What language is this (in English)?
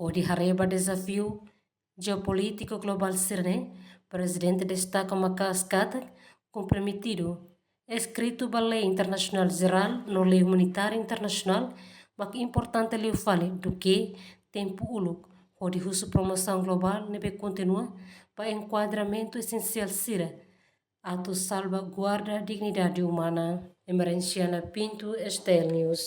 Tetum